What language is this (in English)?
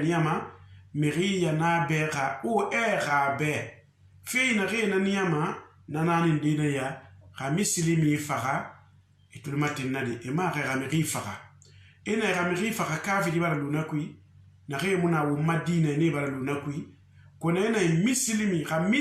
Susu